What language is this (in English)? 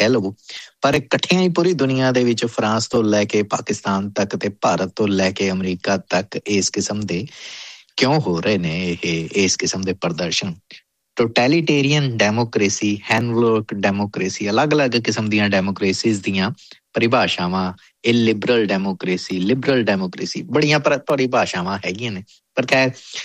Punjabi